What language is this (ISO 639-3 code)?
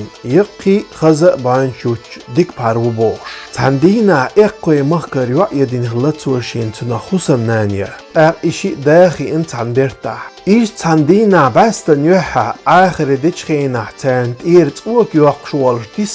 che